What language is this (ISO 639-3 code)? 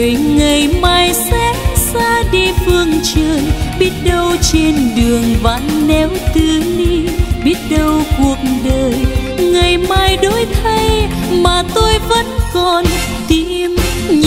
vie